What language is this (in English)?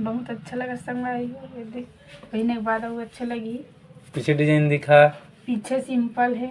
Chhattisgarhi